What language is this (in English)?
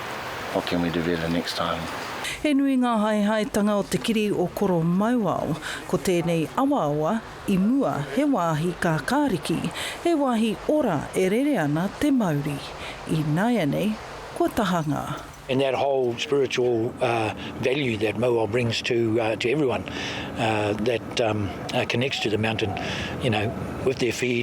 Māori